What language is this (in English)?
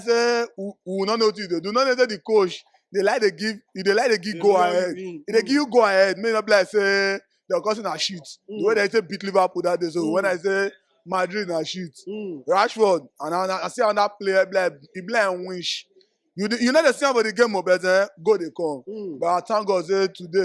Nigerian Pidgin